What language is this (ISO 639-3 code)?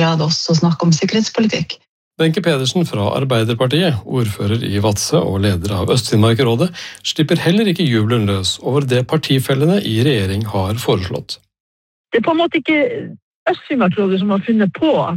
nor